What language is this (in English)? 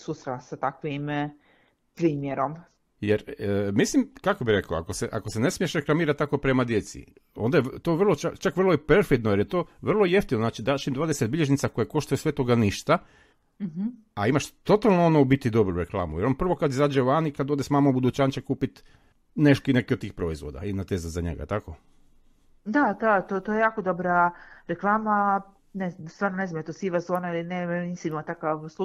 Croatian